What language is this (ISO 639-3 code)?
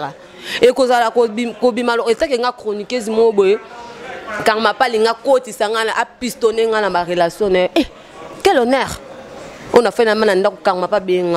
lin